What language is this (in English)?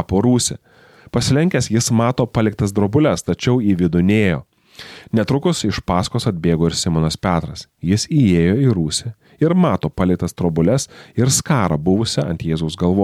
Lithuanian